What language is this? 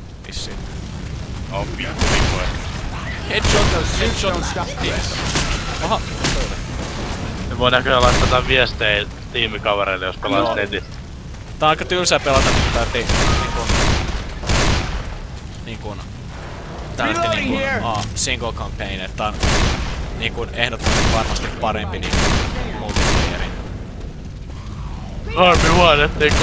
Finnish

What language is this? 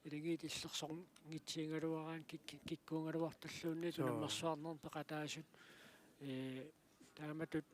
Kalaallisut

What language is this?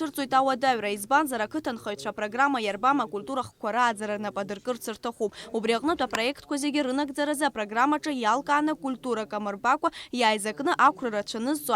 Abkhazian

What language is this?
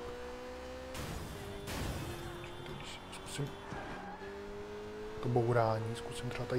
Czech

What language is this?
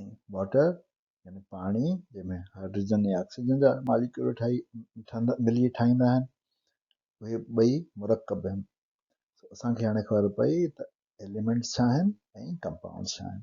Sindhi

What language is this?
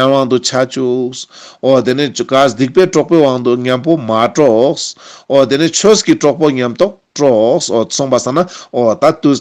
Ladakhi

